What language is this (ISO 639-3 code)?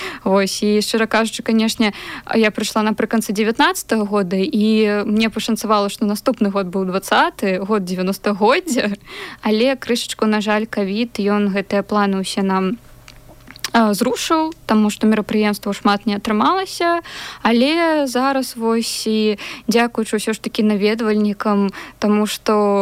bel